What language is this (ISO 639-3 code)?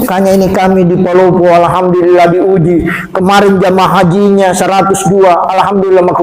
bug